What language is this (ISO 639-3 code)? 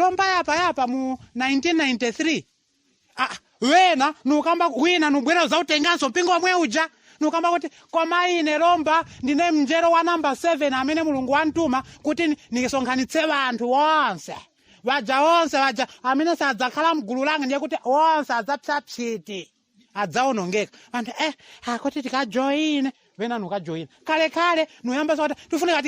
nya